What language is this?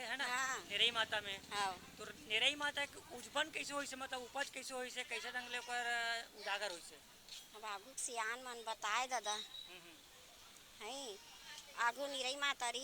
Chhattisgarhi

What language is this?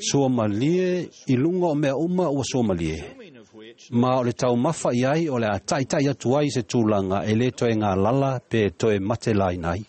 Samoan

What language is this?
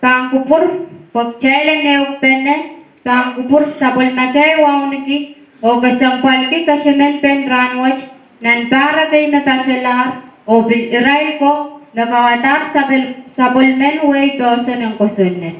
Pohnpeian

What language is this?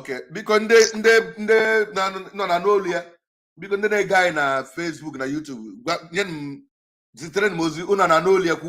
Igbo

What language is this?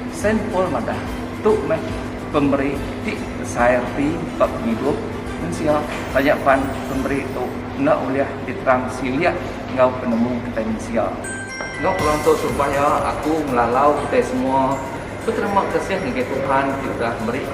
Iban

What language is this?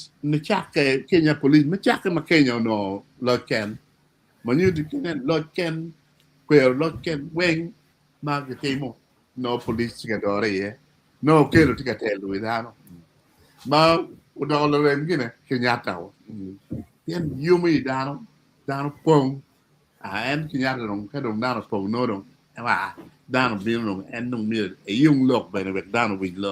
Acoli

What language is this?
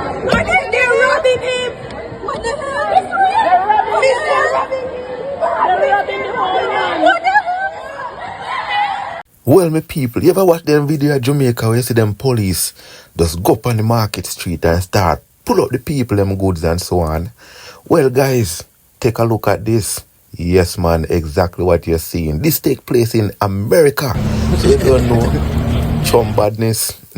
Jamaican Creole English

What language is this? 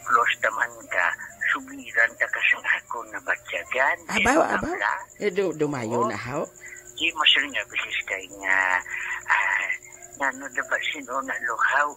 Hiligaynon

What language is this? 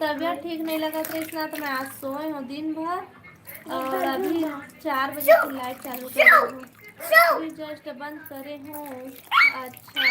Chhattisgarhi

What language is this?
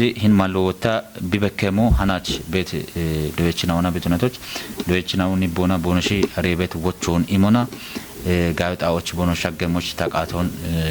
Kafa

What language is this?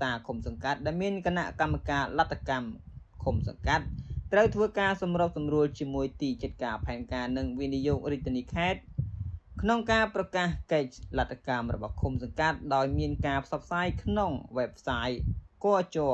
Khmer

